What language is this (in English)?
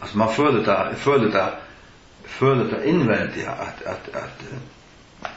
Faroese